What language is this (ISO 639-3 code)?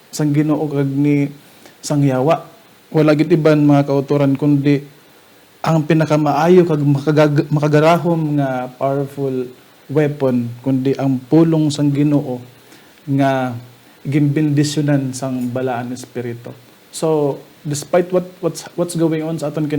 hil